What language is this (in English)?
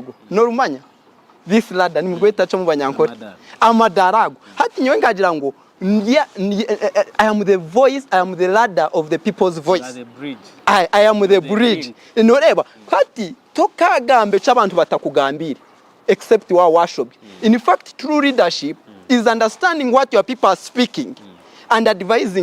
Nyankole